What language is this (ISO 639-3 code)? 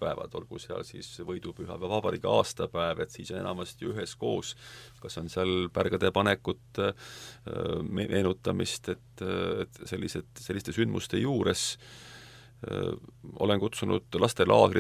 est